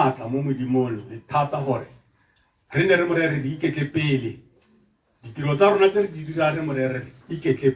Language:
Tswana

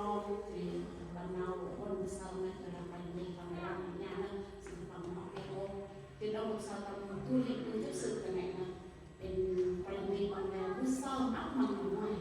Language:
Central Mnong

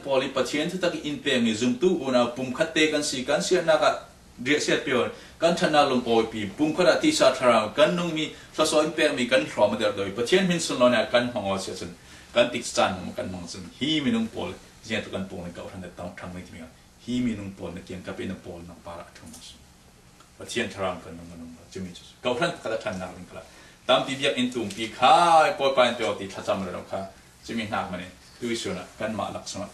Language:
Falam Chin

